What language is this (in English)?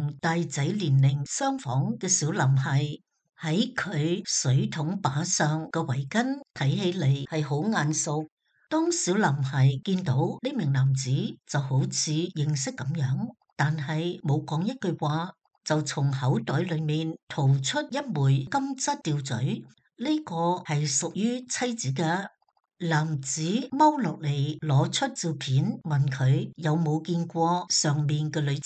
Cantonese